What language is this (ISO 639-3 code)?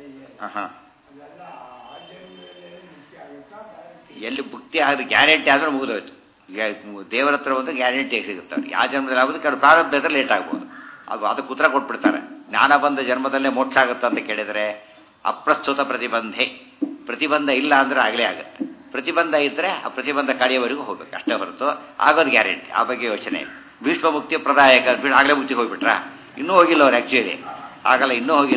kan